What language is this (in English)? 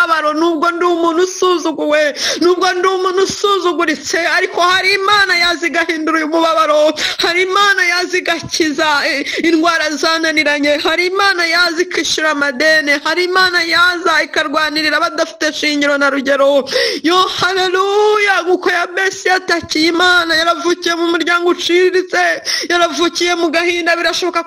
Kinyarwanda